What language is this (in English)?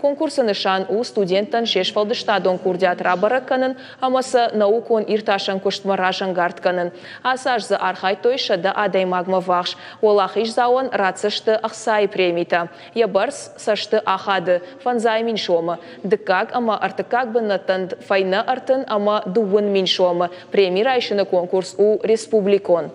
Ossetic